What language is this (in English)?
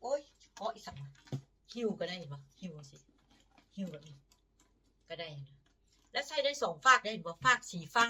Northeastern Thai